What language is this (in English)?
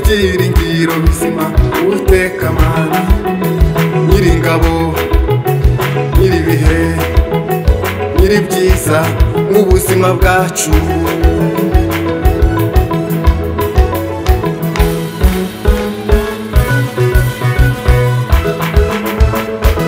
Kinyarwanda